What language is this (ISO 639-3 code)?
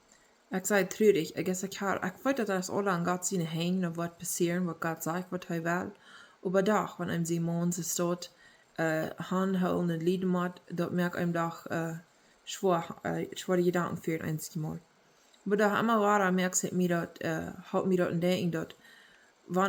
pdt